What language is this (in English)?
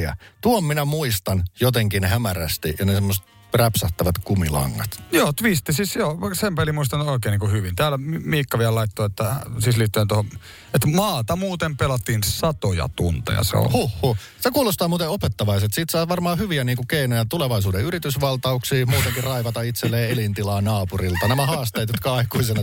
Finnish